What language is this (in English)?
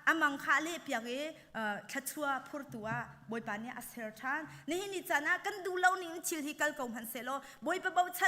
Hakha Chin